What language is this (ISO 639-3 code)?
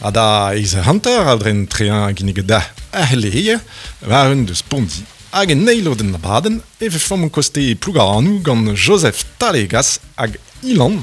bre